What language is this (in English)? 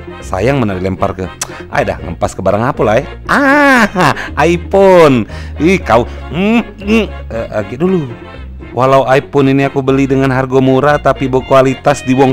Musi